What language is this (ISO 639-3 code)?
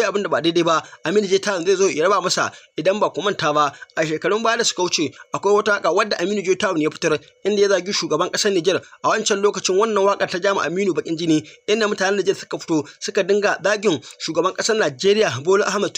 hau